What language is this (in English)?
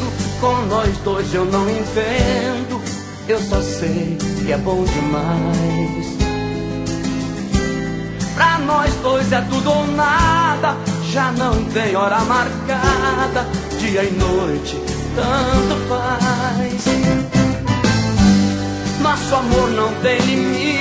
Portuguese